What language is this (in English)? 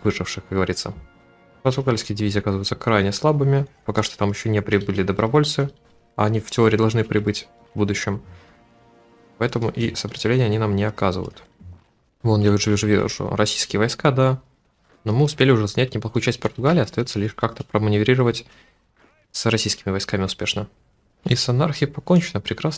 Russian